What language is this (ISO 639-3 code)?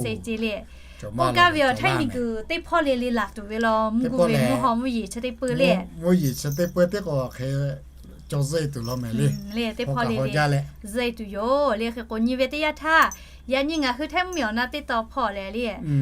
lhu